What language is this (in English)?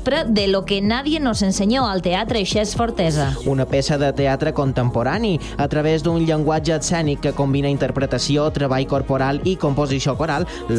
Catalan